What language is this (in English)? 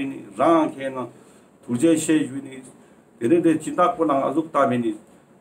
Ladakhi